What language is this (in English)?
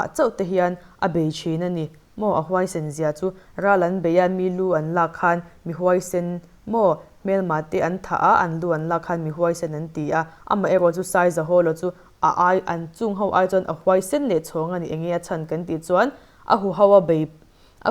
Mizo